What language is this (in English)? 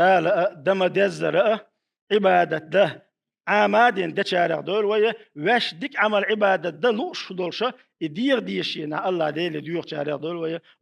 Chechen